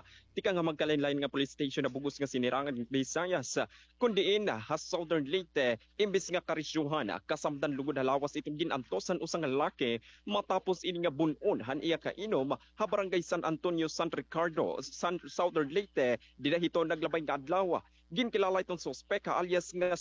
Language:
Waray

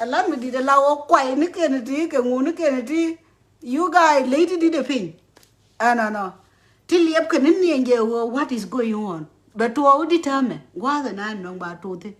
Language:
Nuer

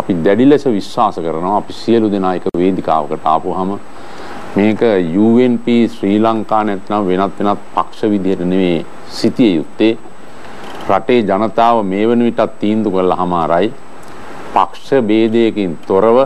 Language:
Sinhala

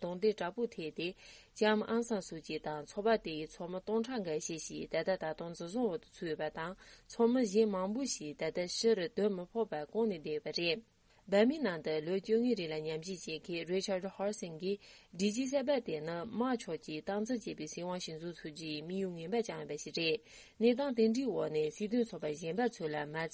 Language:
Tibetan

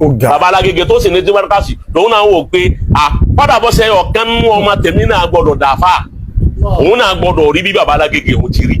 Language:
Yoruba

